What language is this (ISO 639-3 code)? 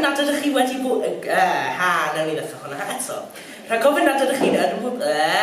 cym